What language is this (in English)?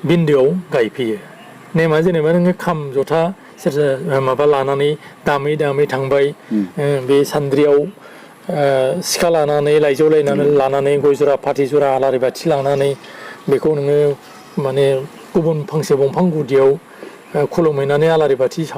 Bodo